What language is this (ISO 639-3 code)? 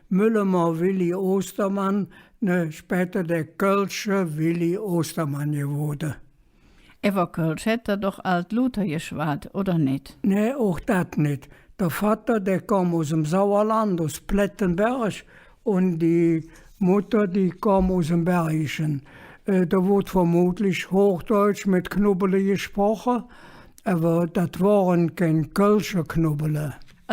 ksh